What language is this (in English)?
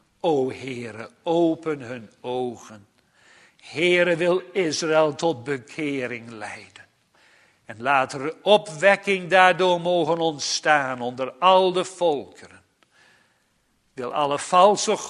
Dutch